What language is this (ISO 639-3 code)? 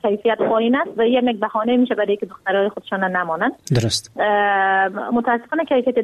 fas